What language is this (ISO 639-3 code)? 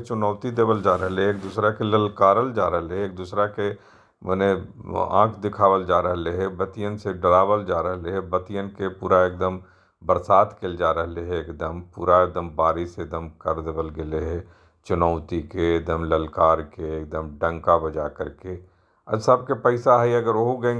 mag